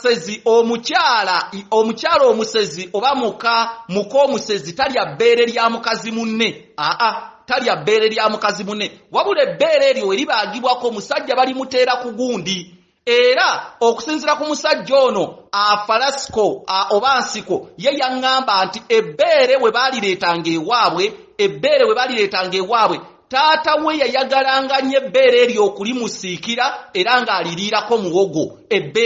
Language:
Ganda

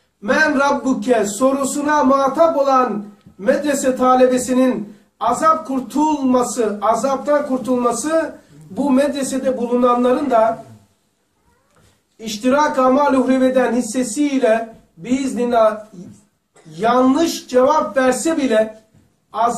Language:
Turkish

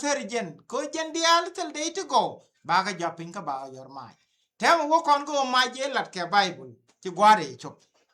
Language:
Nuer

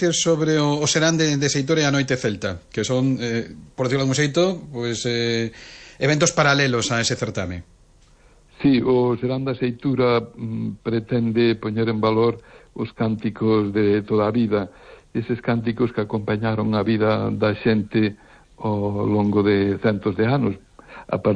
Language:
Galician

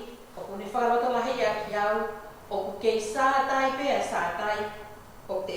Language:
Tongan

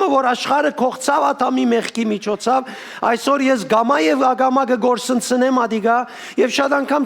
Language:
Western Armenian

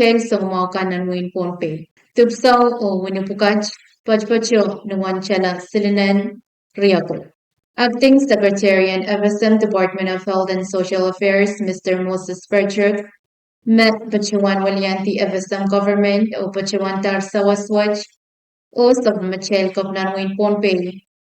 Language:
Pohnpeian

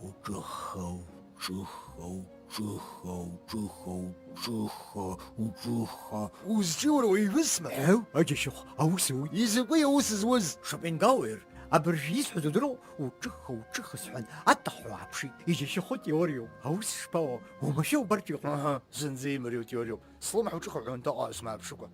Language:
Abkhazian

